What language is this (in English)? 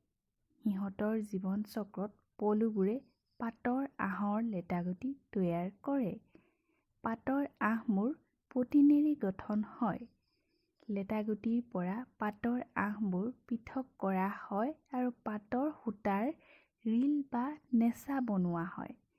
Assamese